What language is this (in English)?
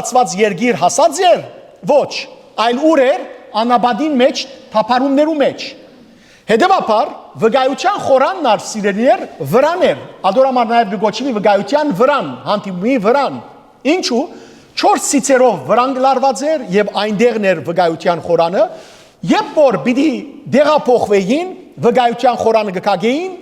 Western Armenian